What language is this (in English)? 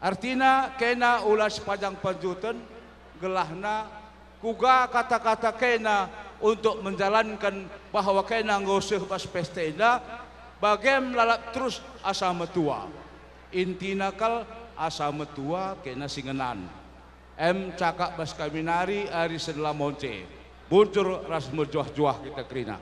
Batak Karo